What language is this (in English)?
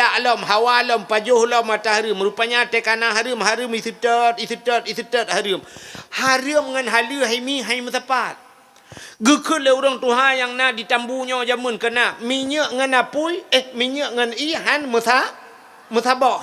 Achinese